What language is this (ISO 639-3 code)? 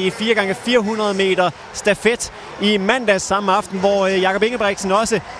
dan